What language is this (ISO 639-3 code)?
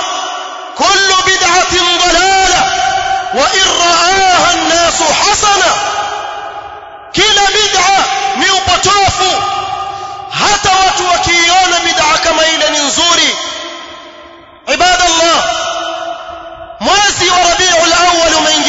swa